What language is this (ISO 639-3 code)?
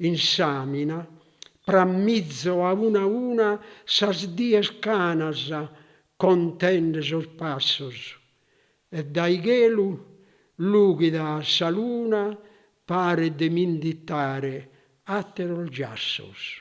srd